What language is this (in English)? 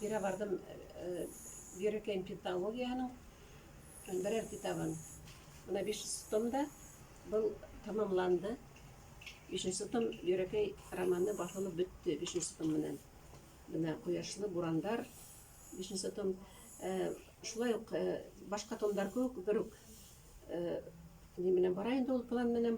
Bashkir